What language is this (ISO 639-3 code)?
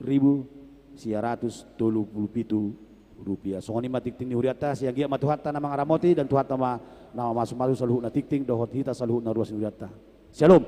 bbc